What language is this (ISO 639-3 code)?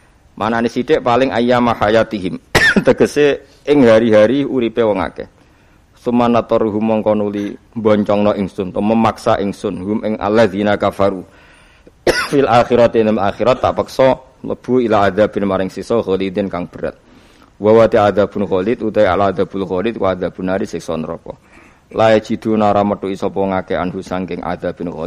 jav